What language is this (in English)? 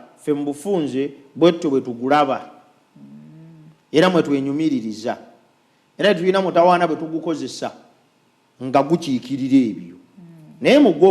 Ganda